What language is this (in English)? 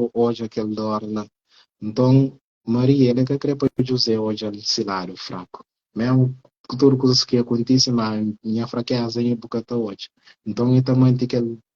Kabuverdianu